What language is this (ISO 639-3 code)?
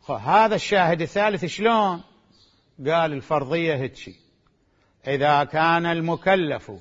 acm